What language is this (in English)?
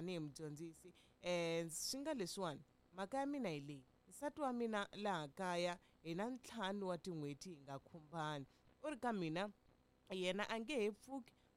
Tsonga